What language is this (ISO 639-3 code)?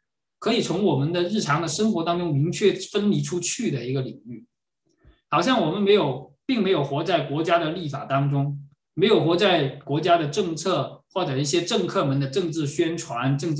zho